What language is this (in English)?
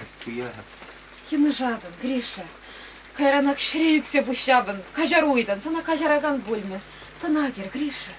Chuvash